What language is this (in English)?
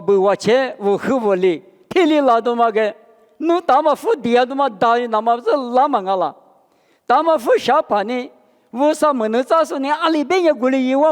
Lisu